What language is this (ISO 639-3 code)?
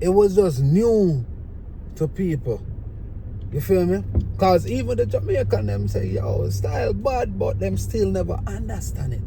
jam